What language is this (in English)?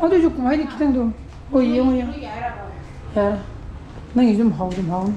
Manipuri